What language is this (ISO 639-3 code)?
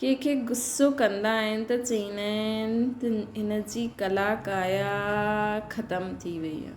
snd